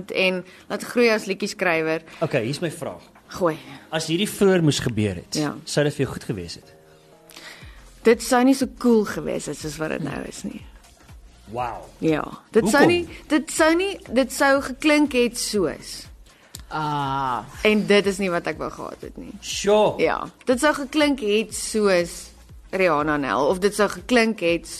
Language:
Afrikaans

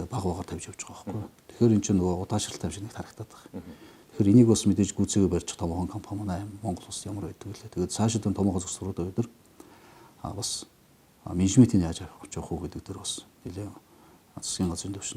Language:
Mongolian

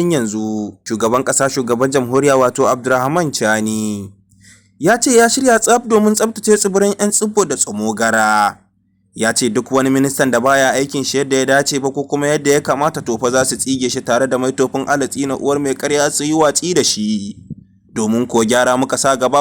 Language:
Hausa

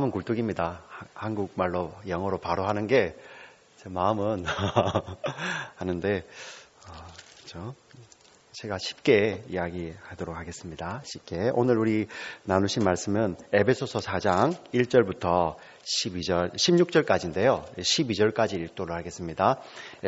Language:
Korean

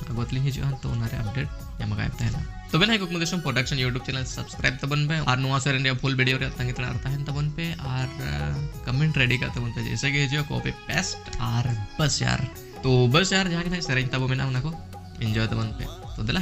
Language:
Santali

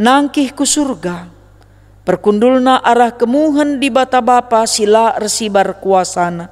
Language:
Batak Karo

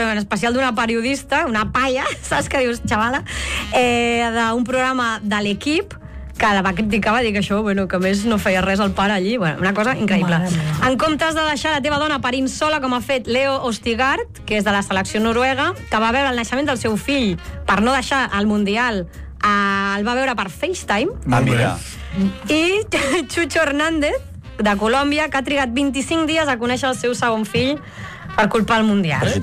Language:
Catalan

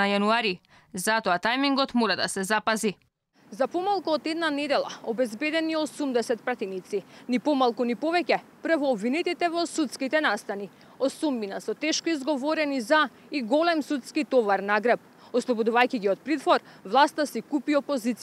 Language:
Macedonian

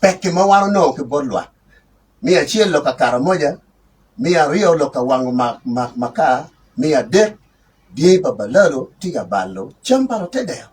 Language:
Acoli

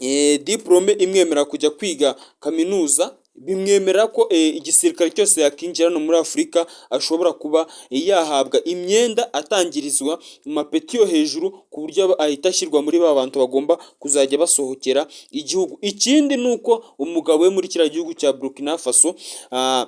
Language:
Kinyarwanda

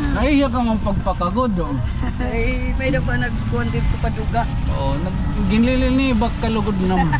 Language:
Waray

